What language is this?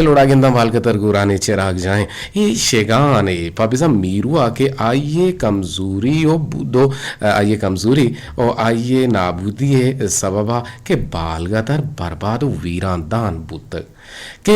Eastern Balochi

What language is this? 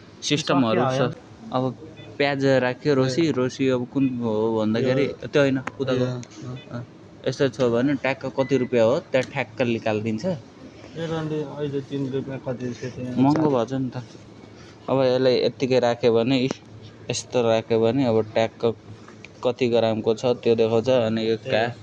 Nepali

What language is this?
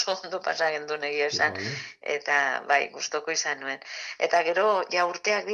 Basque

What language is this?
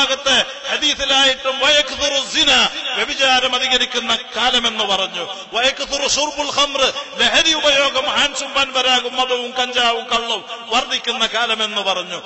Malayalam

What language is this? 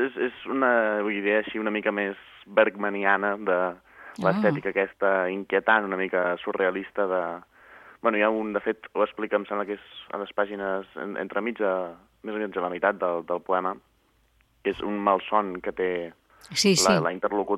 Catalan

